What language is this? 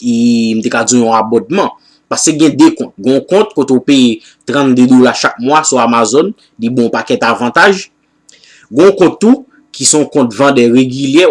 Haitian Creole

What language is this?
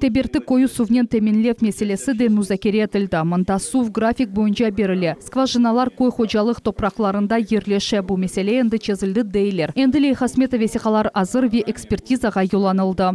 Crimean Tatar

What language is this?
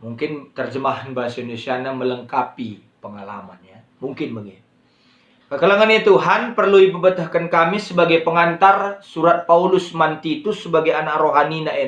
Batak Karo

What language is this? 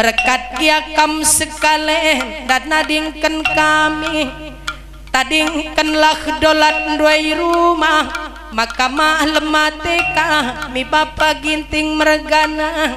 Batak Karo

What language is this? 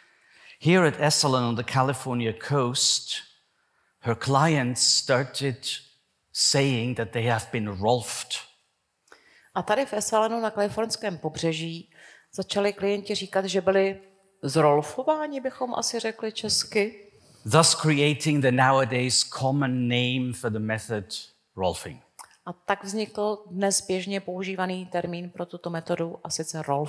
Czech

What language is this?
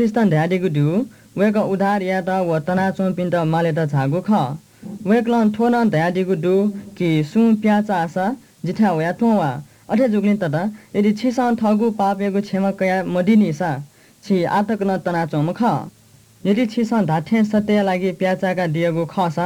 Newari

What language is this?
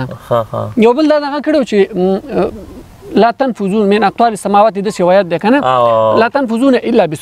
Pashto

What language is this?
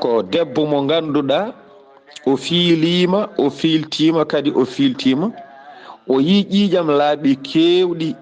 Fula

